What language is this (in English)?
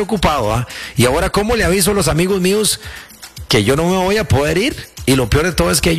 Spanish